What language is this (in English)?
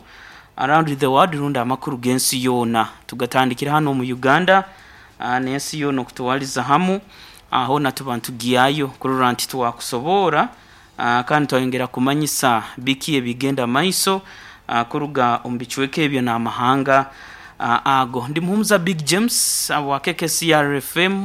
Nyankole